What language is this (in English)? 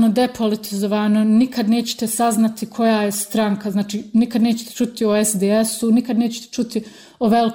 Bosnian